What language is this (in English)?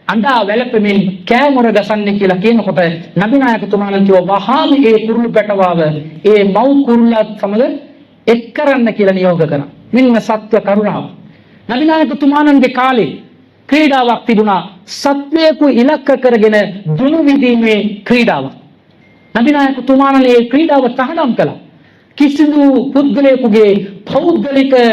Sinhala